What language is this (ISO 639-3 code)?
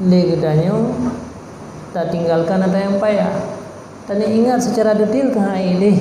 ace